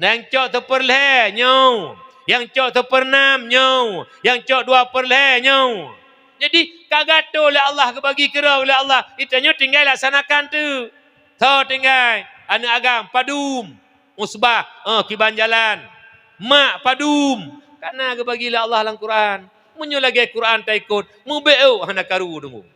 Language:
Achinese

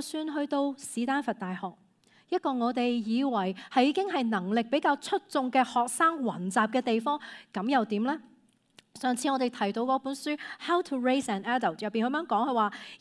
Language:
Cantonese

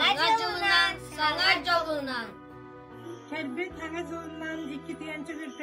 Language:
Yakut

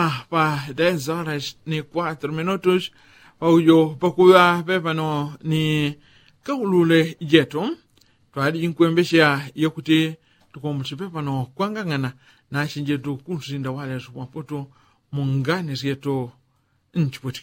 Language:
Yao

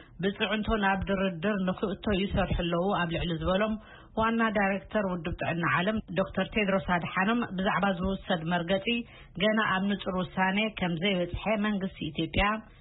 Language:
Tigrinya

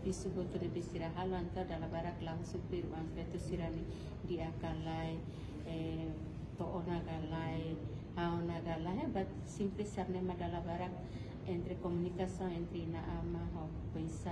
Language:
Tetum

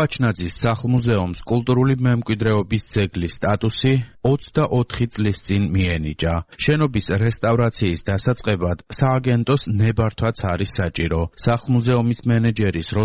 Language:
Georgian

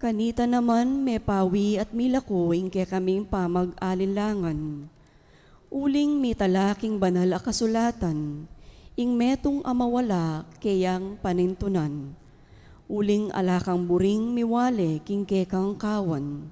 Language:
Pampanga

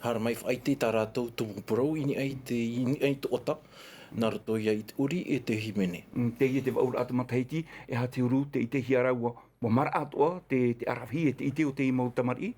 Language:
Tahitian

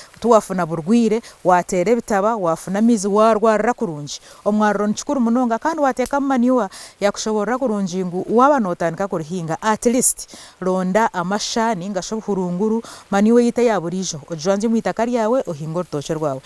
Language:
Nyankole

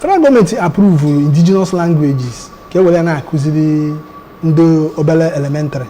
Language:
Igbo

